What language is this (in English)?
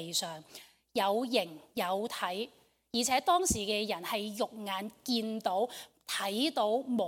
Cantonese